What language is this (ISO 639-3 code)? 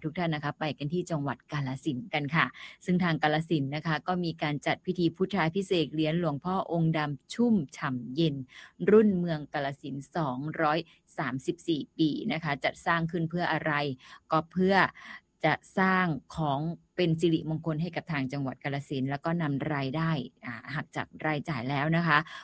tha